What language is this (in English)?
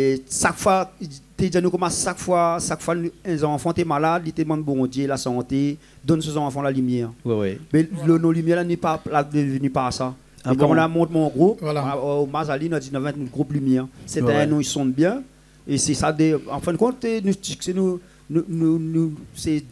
Réunion Creole French